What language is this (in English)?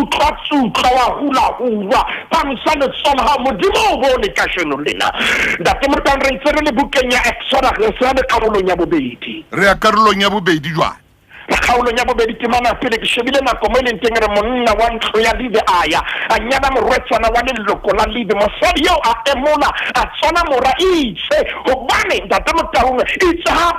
Southern Sotho